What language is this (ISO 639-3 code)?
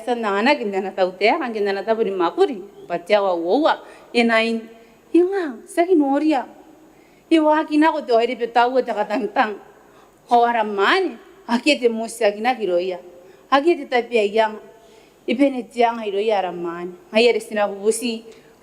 gil